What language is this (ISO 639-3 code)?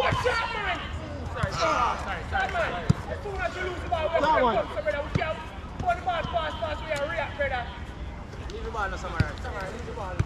jam